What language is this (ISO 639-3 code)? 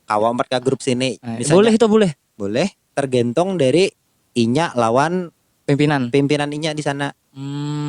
bjn